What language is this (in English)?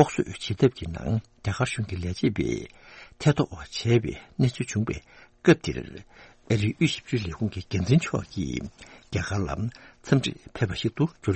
Tibetan